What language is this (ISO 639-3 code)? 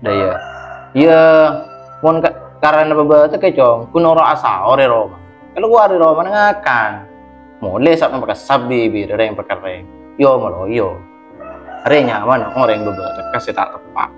mad